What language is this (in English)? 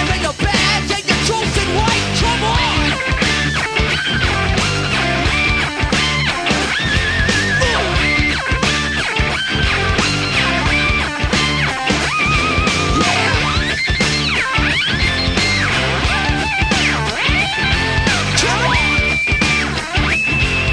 Basque